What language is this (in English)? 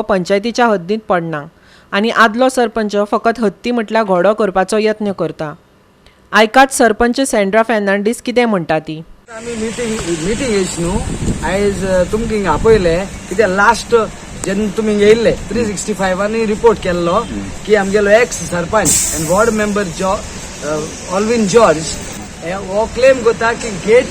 Konkani